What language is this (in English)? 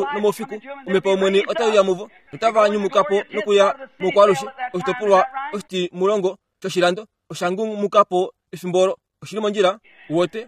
Kuanyama